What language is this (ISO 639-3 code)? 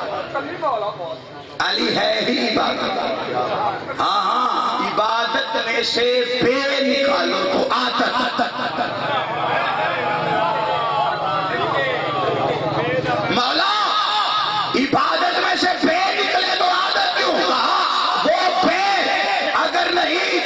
urd